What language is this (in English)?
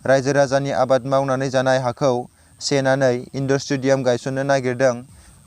Bodo